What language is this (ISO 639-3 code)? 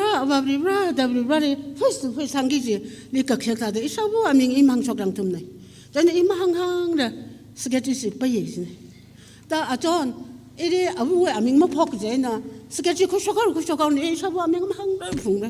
nmf